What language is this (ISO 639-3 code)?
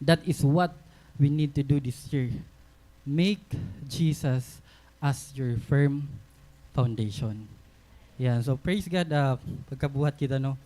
war